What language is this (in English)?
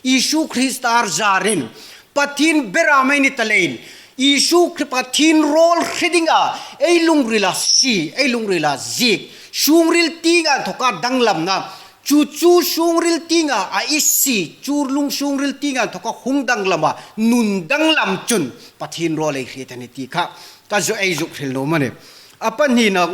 Hmar